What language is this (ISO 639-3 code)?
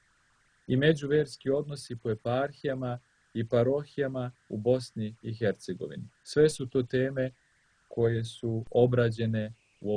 srp